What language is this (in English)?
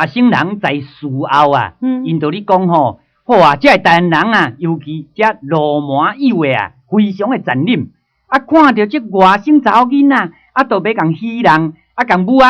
Min Nan Chinese